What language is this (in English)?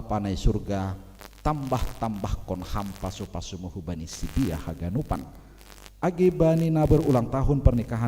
Batak Simalungun